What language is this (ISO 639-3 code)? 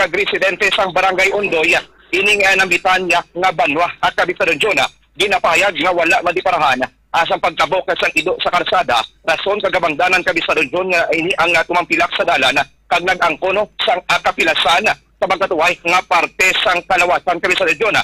hil